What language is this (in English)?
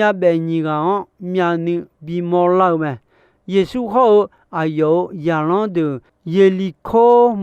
Akha